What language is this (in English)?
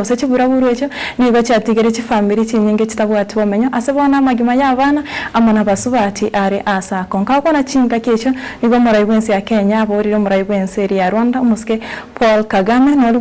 Gusii